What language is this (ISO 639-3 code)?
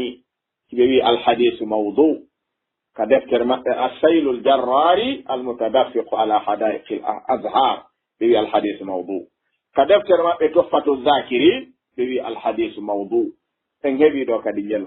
ful